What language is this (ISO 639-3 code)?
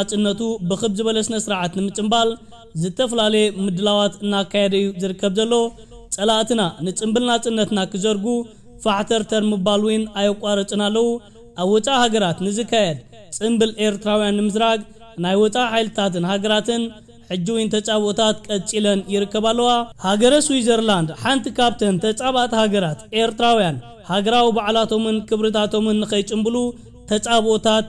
tir